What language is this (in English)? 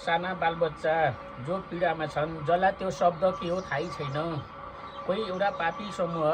Nepali